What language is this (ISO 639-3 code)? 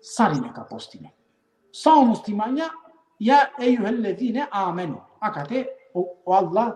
rmn